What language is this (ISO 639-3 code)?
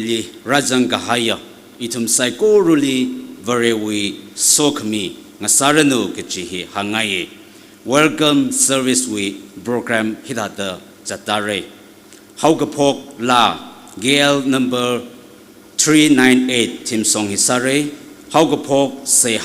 nmf